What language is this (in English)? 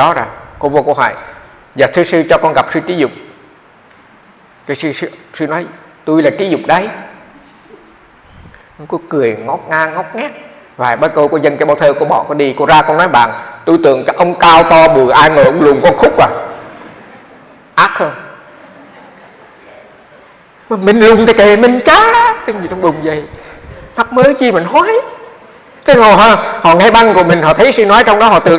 Vietnamese